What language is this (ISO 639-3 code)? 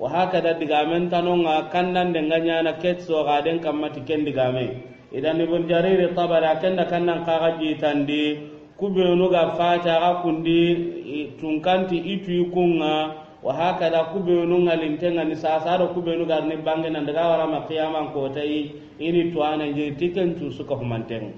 snk